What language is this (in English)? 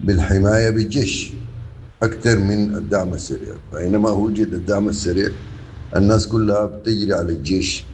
Sudanese Arabic